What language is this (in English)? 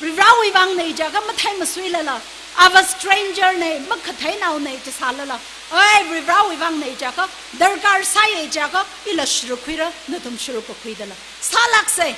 Tangkhul Naga (India)